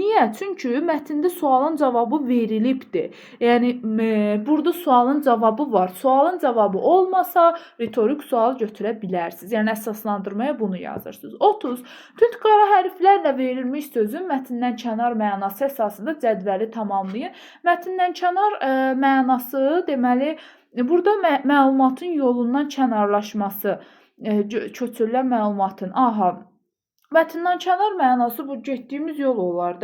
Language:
Azerbaijani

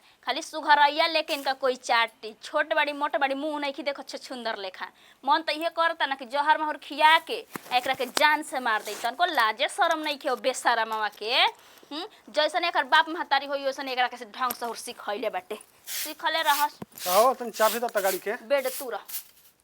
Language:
Bhojpuri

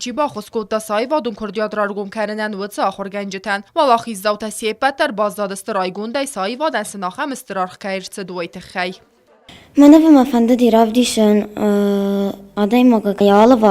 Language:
Ossetic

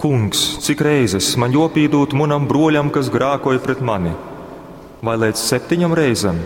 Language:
Latgalian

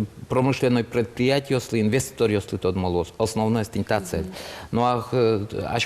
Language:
Udmurt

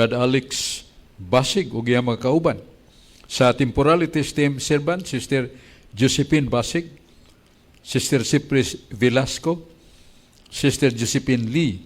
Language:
Cebuano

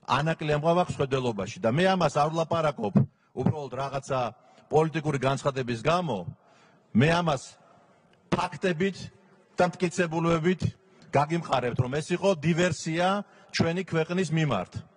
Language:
Georgian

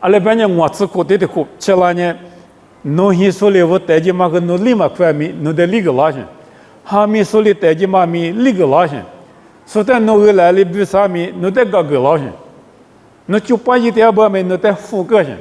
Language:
Lisu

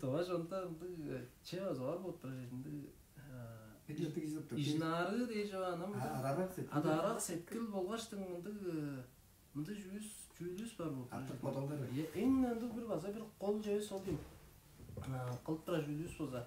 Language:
Tuvinian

